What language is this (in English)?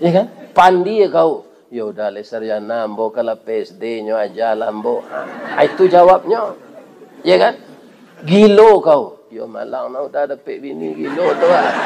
Minangkabau